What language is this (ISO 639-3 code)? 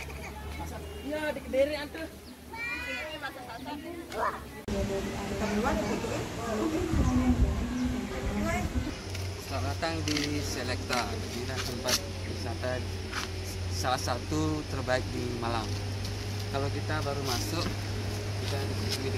ind